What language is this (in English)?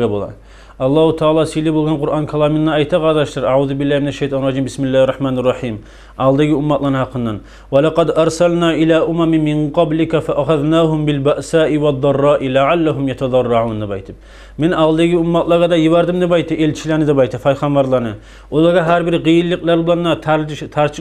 Kumyk